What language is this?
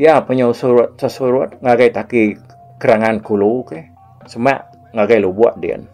Iban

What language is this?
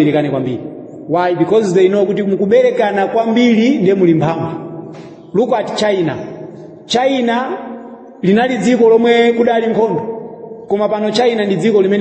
Nyanja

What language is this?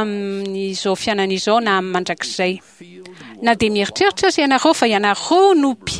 Malagasy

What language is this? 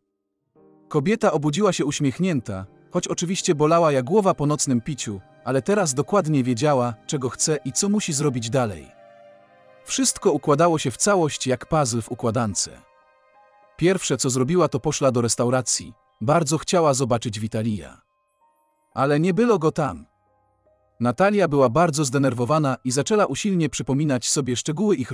Polish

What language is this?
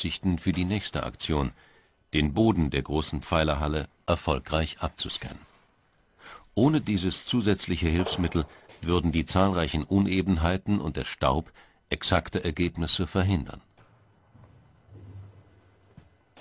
German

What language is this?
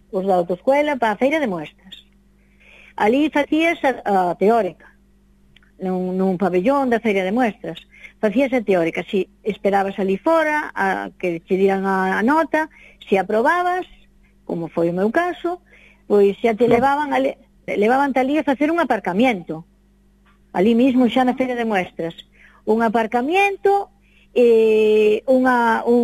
Galician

